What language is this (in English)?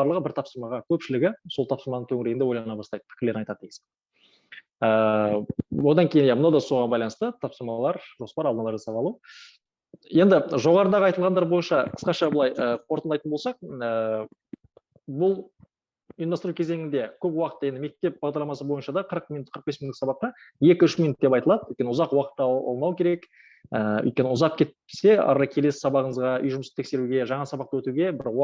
Kazakh